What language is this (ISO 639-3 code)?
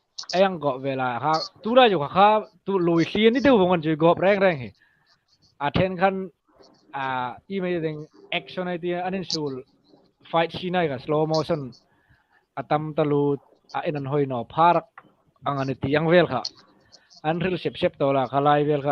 hmr